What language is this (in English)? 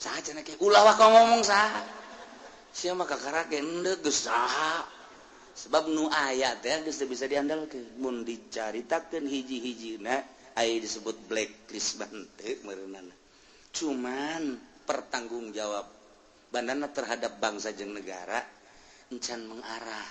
Sundanese